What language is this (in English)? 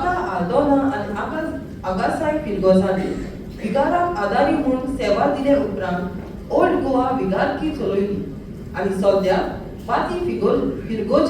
Konkani